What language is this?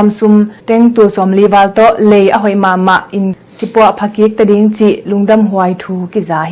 Tedim Chin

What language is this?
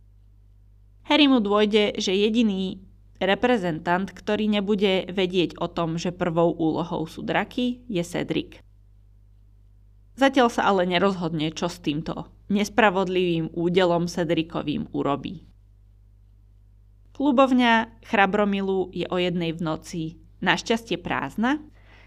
Slovak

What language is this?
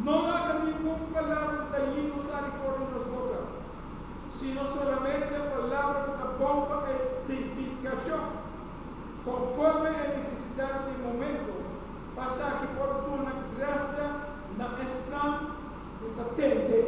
Papiamento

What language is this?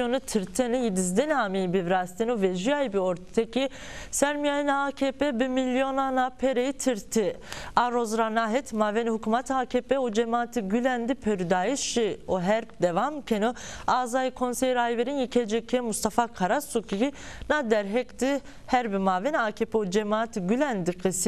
Zaza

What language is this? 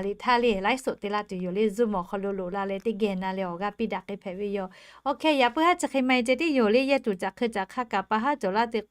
Lahu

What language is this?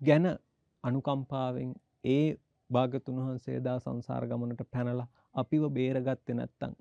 Sinhala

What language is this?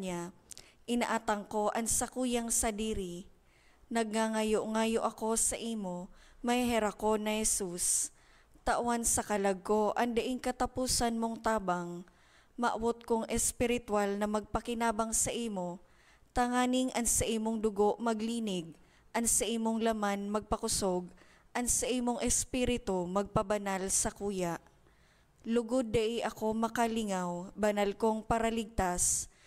Bikol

